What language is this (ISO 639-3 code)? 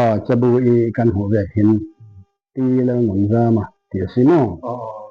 cfm